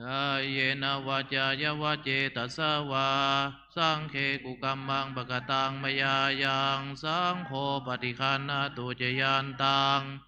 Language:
Pali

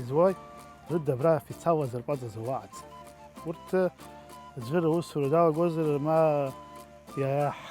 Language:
Abkhazian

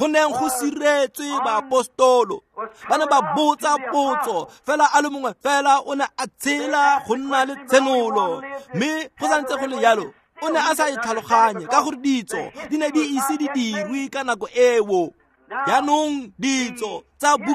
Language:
Tswana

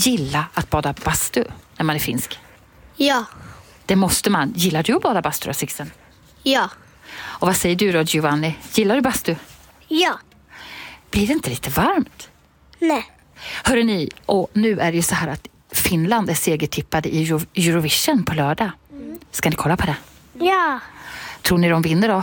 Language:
Swedish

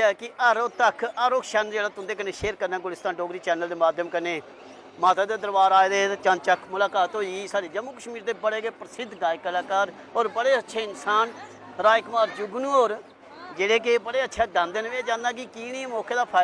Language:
Dogri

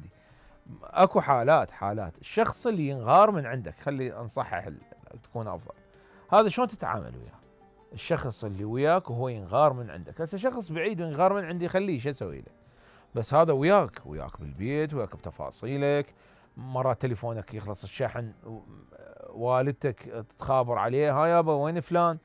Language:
Mesopotamian Arabic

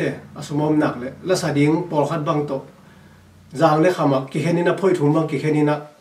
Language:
Tedim Chin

